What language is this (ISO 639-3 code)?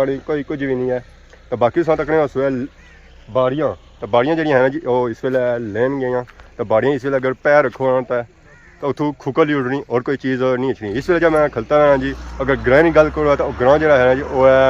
phr